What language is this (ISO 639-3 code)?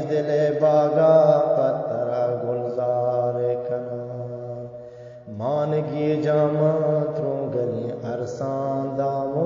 bgp